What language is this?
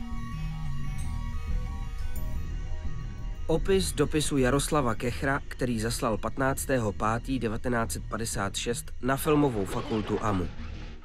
Czech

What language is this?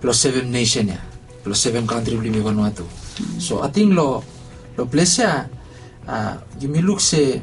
Bislama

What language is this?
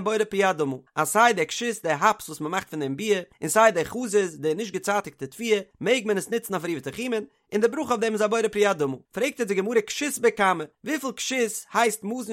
Yiddish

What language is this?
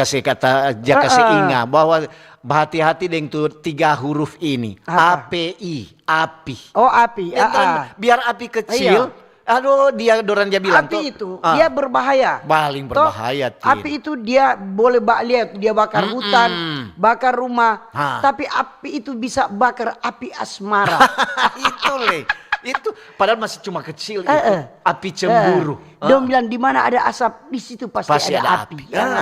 Manado Malay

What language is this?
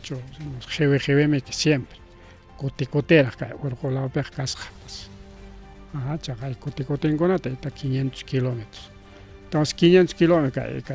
Ayacucho Quechua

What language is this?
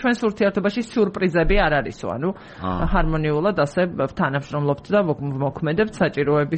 Georgian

